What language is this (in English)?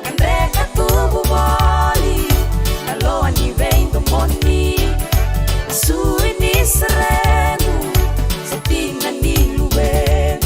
Fijian